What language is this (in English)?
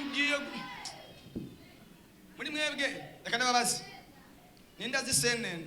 Rundi